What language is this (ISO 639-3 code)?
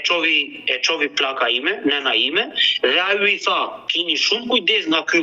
sqi